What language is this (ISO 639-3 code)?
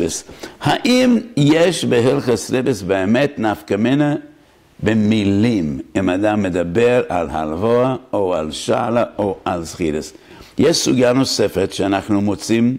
heb